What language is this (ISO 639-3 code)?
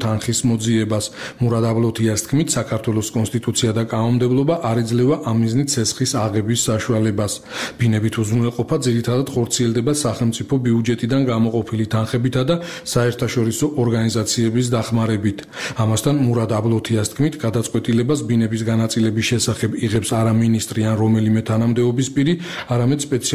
kat